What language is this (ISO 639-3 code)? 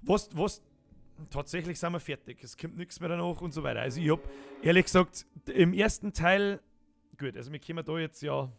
bar